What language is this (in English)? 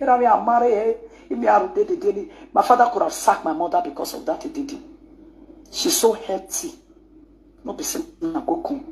Nigerian Pidgin